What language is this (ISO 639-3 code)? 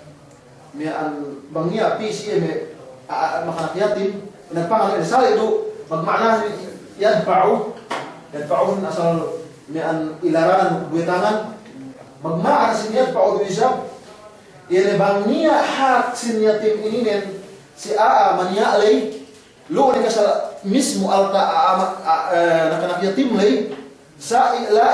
yka